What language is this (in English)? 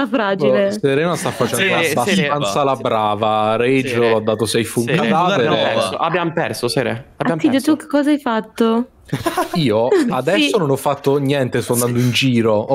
Italian